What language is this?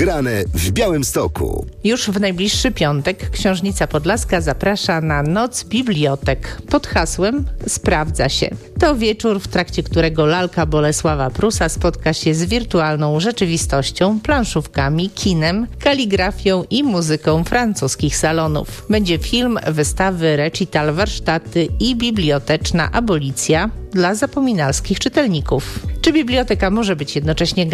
Polish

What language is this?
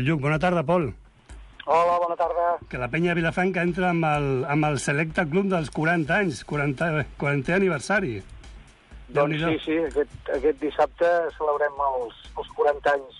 Catalan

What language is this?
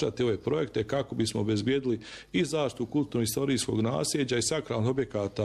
Bosnian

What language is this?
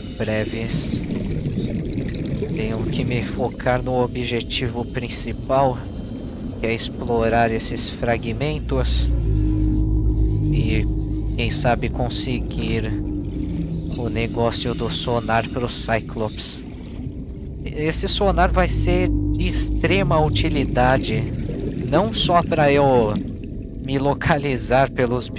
Portuguese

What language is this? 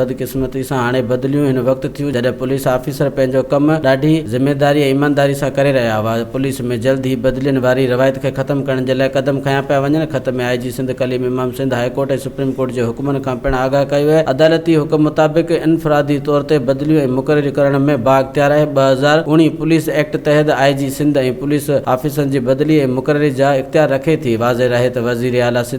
Sindhi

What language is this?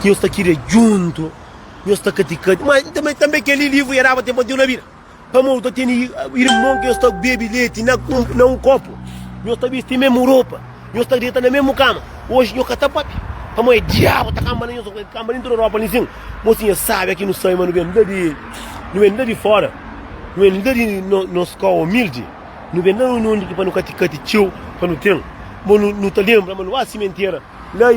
Kabuverdianu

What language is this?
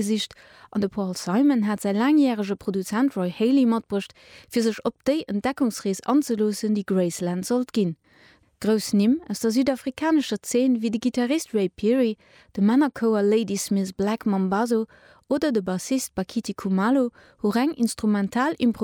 Luxembourgish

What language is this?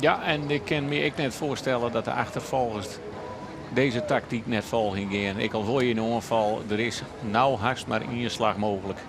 Western Frisian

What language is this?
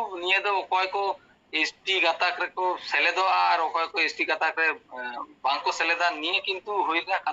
Santali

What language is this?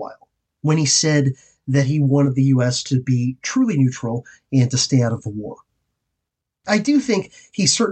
English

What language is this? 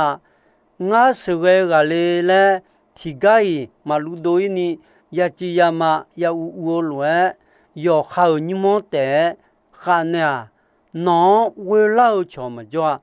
Akha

